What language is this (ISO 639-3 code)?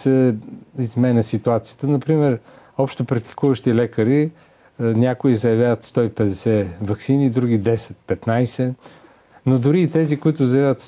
bul